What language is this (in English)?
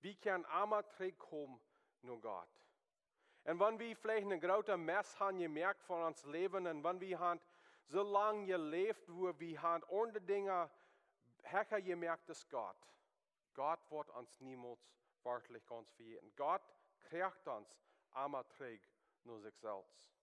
Plautdietsch